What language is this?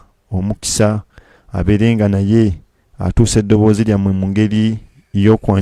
Ganda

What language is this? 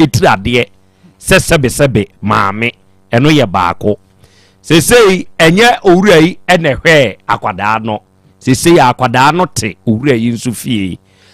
Akan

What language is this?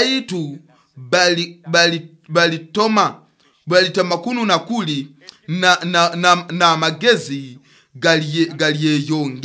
Nyoro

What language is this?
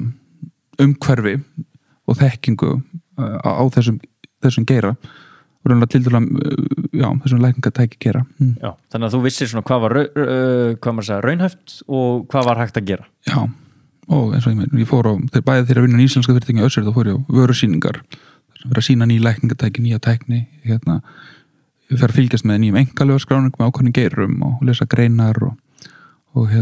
Icelandic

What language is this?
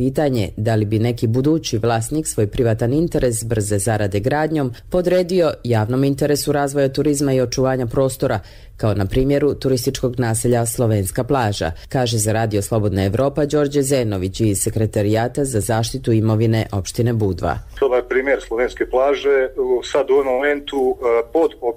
Serbian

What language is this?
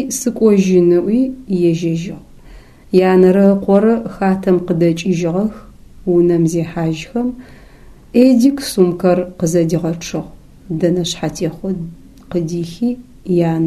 Adyghe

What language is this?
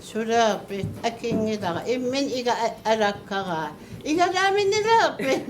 Kalaallisut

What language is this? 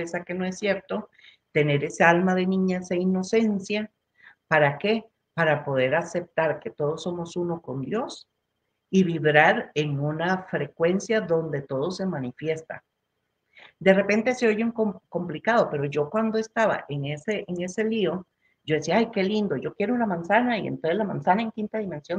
Spanish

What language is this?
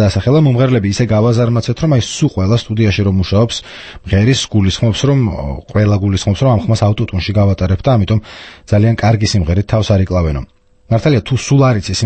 Georgian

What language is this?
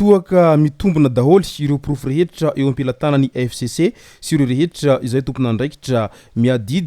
Malagasy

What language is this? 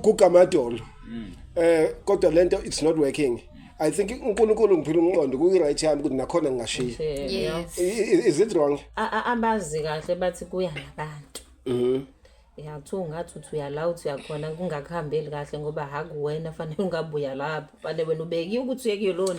Zulu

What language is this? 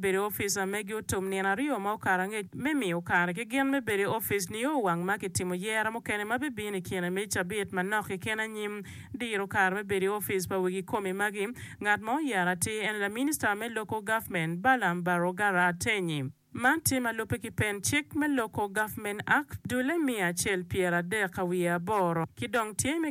Acoli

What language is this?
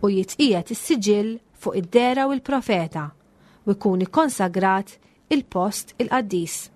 Maltese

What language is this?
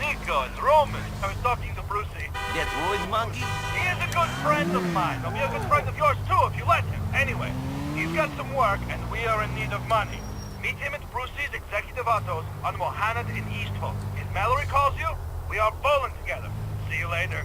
Bavarian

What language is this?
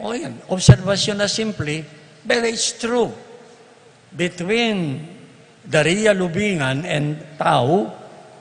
Pampanga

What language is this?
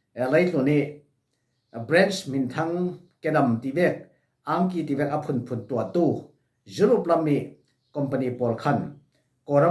Falam Chin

